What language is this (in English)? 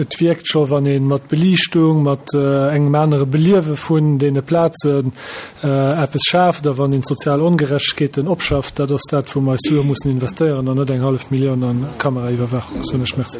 Luxembourgish